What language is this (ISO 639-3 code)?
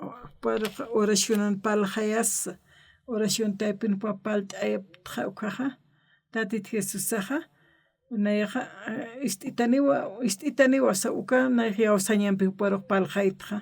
aym